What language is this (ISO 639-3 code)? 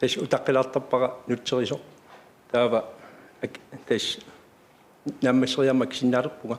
kal